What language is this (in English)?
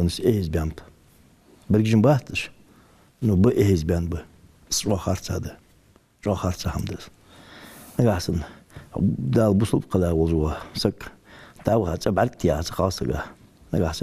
Ingush